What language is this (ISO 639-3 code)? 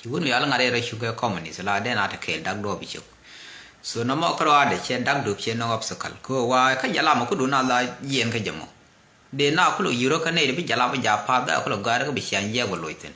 nus